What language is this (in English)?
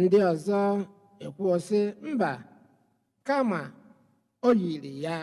Igbo